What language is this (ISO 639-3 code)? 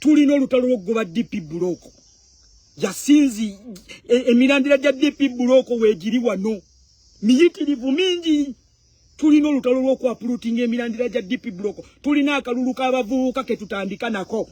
lug